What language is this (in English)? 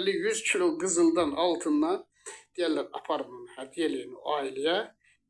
Azerbaijani